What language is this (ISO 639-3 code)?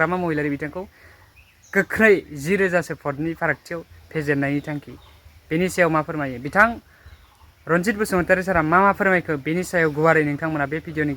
brx